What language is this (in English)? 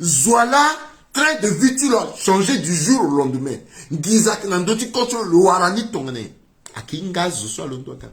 Sango